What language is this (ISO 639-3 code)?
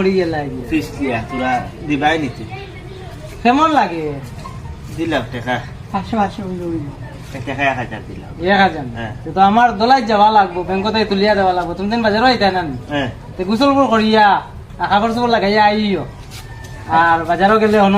syl